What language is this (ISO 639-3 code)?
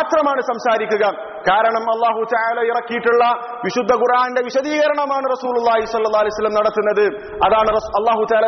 mal